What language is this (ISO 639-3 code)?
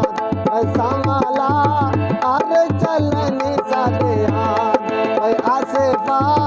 skr